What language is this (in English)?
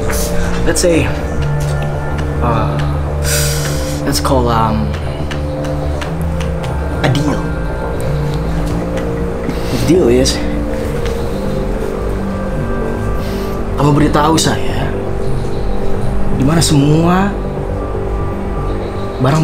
Indonesian